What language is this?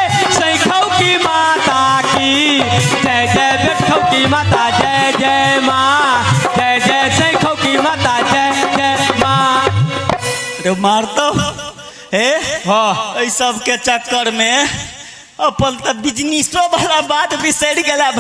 Maithili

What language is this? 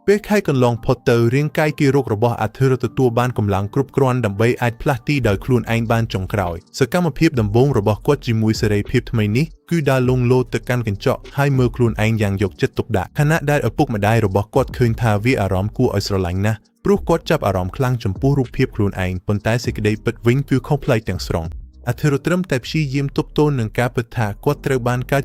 Khmer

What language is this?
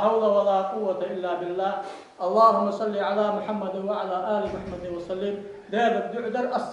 Ingush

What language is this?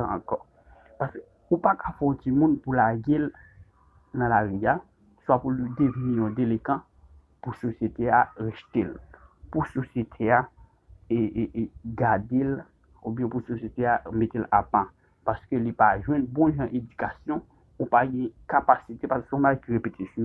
Haitian Creole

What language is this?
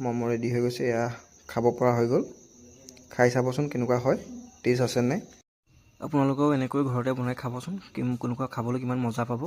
Assamese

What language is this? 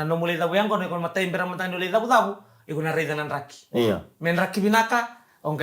Fijian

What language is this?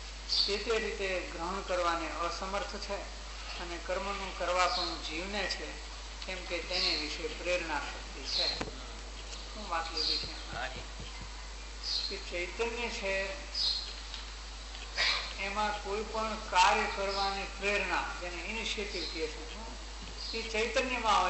Gujarati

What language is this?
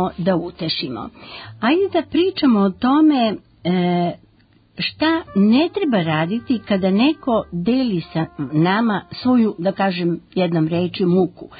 Serbian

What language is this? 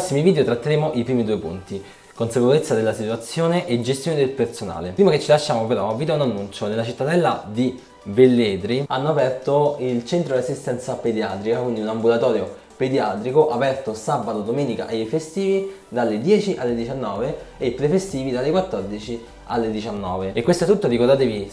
Italian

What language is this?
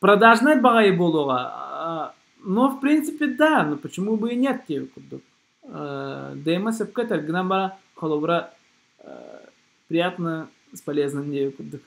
Yakut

